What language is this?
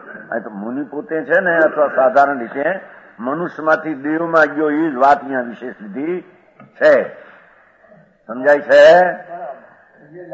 Gujarati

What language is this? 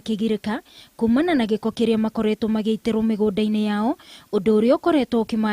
Kikuyu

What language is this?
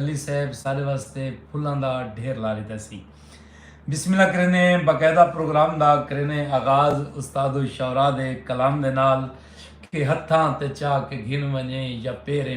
Saraiki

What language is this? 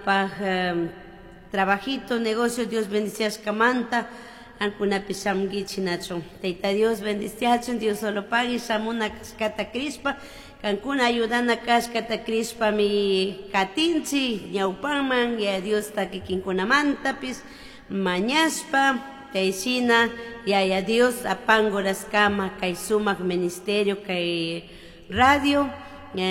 Chimborazo Highland Quichua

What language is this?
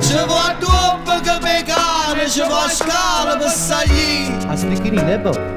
Neapolitan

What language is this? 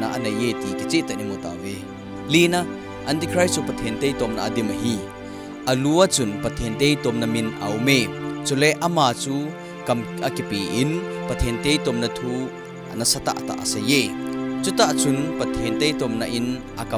Thado Chin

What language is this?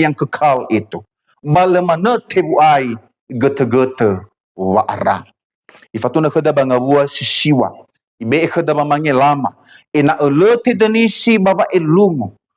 Nias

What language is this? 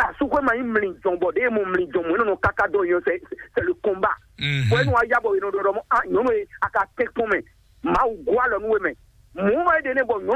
Fon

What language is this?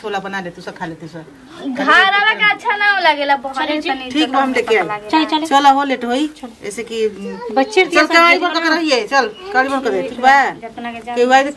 Bhojpuri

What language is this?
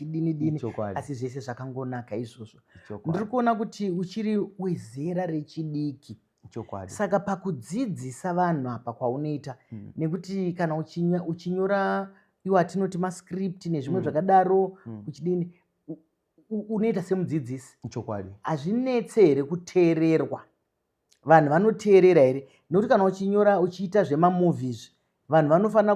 Shona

